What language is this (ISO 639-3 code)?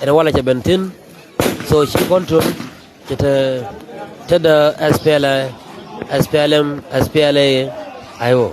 nus